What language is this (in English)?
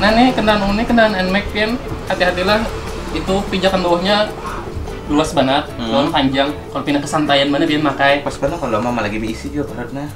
Banjar